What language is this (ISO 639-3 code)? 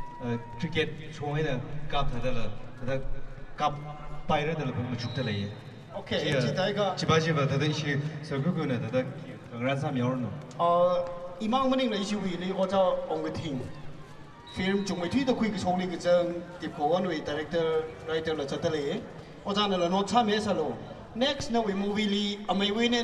nmf